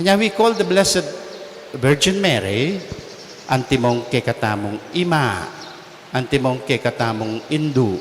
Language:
Pampanga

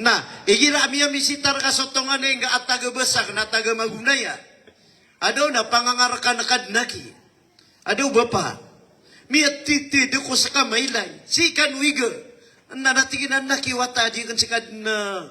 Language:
Maranao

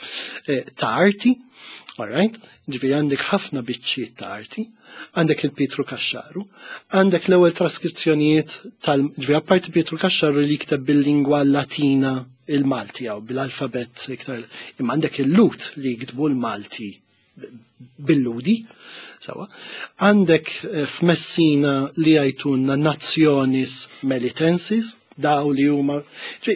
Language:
Maltese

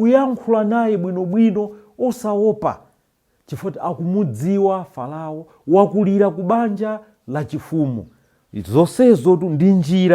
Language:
Nyanja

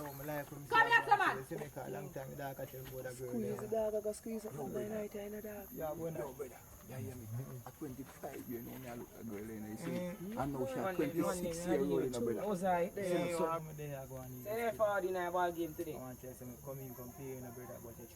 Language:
Jamaican Creole English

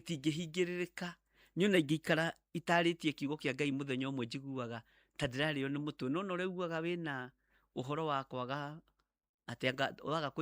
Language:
Kikuyu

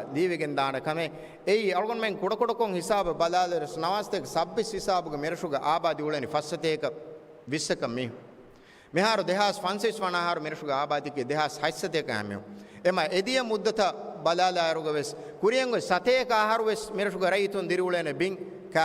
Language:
Divehi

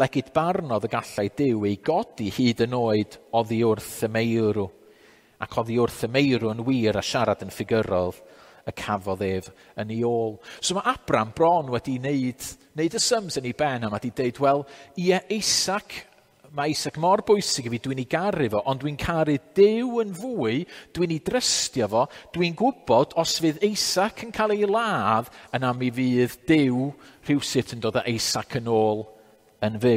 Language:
Welsh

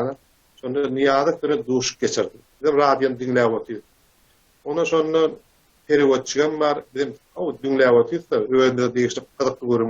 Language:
Turkmen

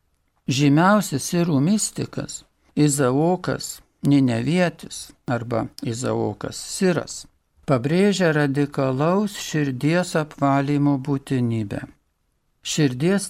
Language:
Lithuanian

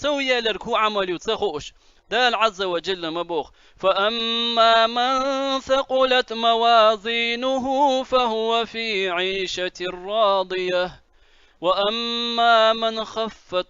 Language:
Chechen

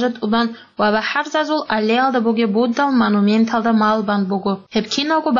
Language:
Avaric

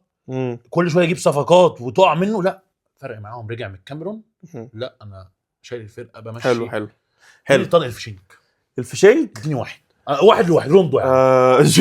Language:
Egyptian Arabic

